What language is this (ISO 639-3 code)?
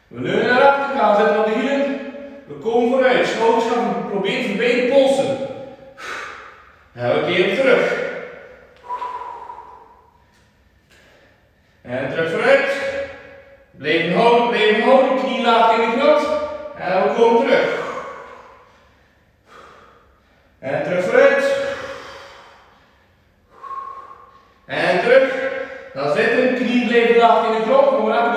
nld